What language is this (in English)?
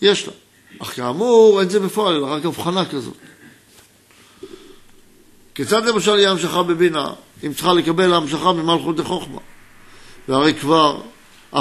Hebrew